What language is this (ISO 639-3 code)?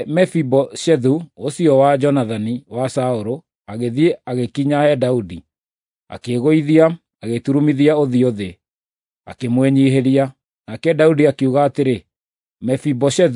kik